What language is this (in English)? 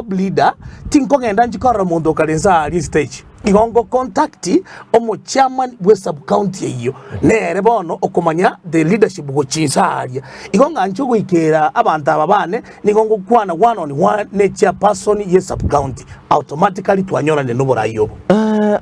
Gusii